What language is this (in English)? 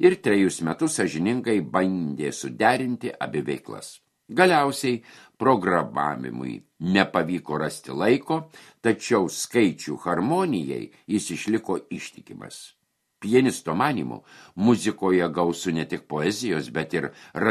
Lithuanian